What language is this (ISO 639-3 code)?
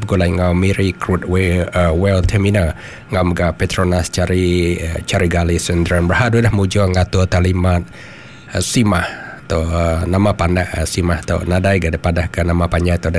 iba